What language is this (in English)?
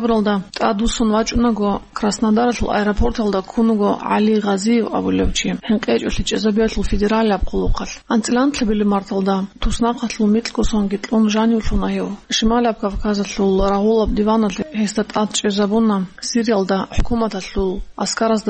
Avaric